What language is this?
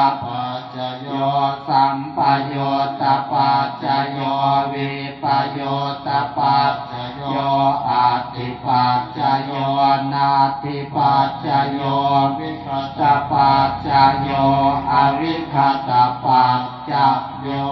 Pali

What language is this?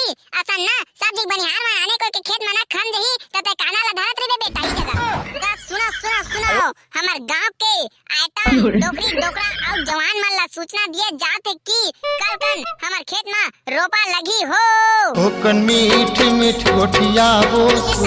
Chhattisgarhi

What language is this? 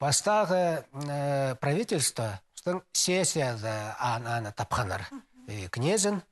Khakas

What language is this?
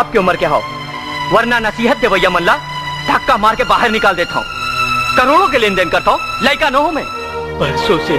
Chhattisgarhi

